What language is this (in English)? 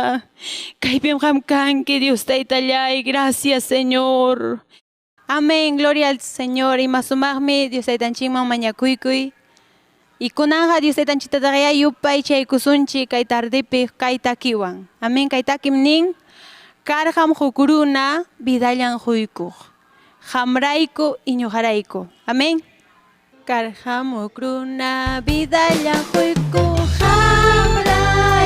Ayacucho Quechua